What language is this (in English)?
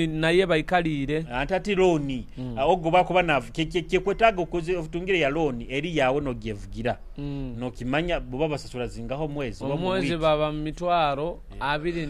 Nyoro